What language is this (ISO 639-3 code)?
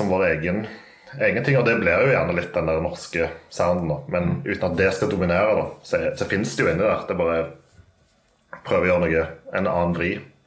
nor